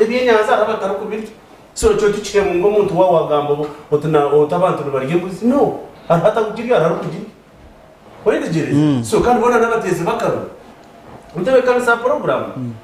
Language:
Nyankole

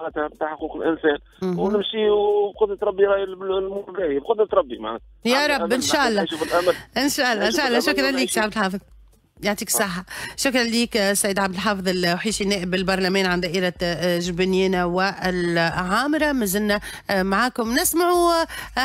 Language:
Tunisian Arabic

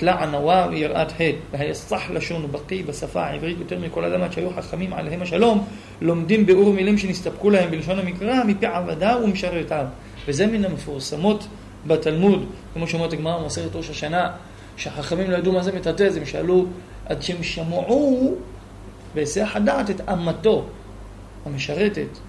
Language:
Hebrew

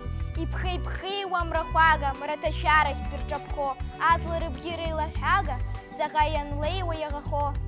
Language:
Abkhazian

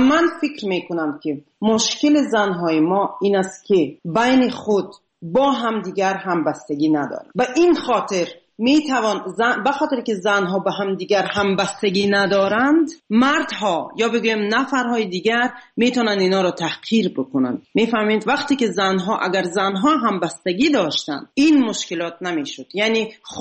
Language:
Tajik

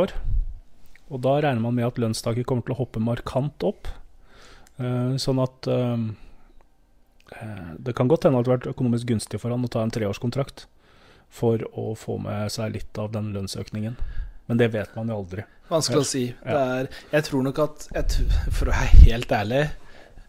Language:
Norwegian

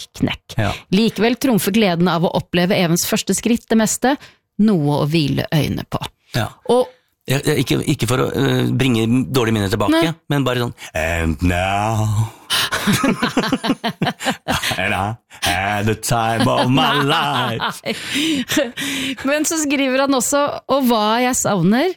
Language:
Norwegian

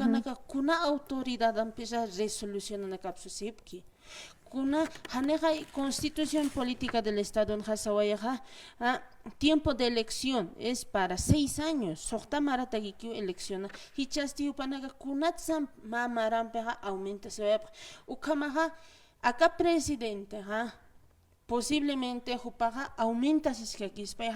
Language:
Aymara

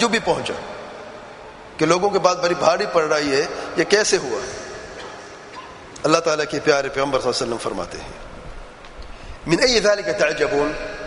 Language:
Urdu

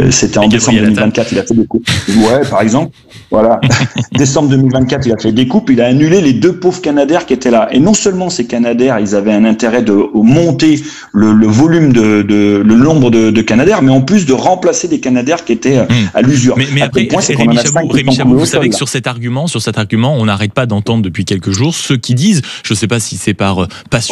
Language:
French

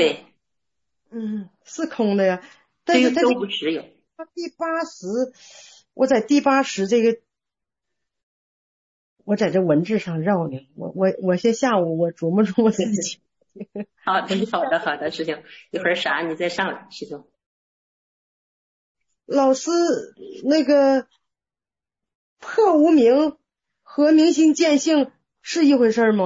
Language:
Chinese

